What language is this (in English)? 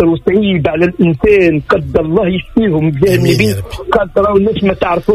Tunisian Arabic